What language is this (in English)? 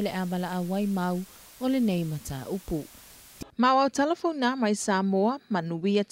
Samoan